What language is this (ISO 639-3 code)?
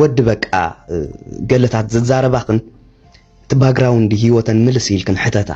tir